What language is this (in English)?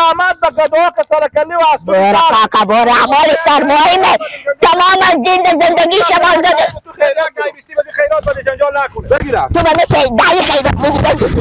Persian